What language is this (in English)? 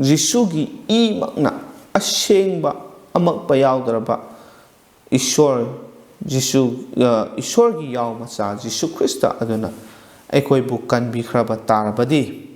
Manipuri